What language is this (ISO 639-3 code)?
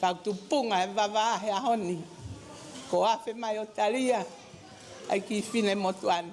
ton